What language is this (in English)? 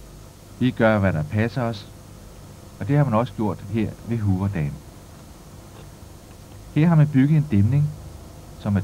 Danish